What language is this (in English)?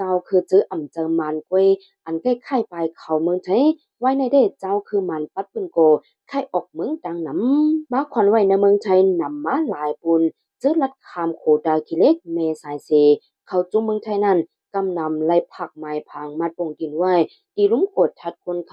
Shan